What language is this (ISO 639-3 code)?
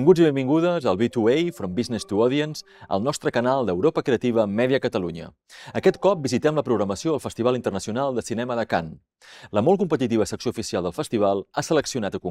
cat